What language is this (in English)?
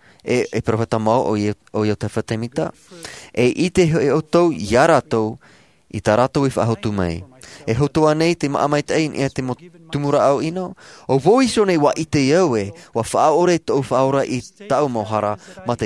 Tahitian